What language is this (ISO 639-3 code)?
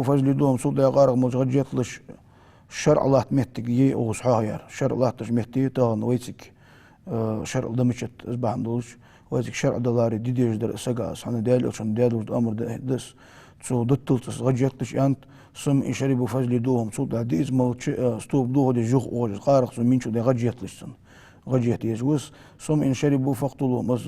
inh